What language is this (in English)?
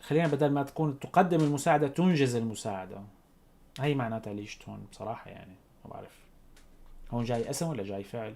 North Levantine Arabic